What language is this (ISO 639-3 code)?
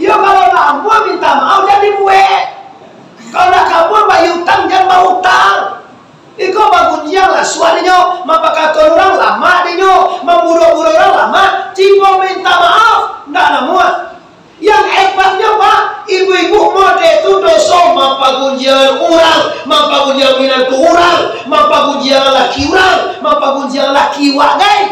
min